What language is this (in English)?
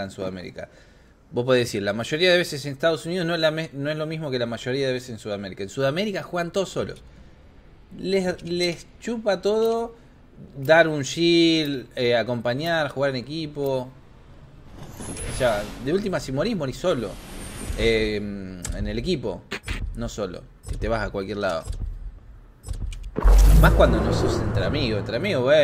Spanish